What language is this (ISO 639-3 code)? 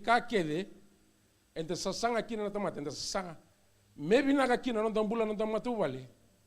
fij